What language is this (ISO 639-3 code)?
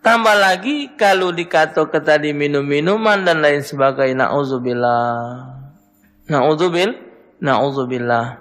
mui